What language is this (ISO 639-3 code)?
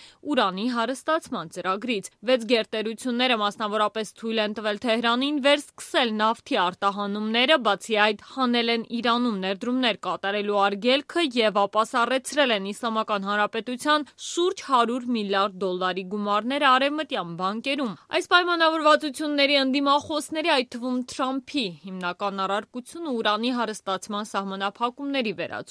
hye